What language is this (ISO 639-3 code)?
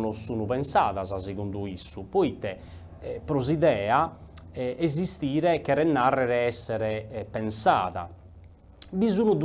srd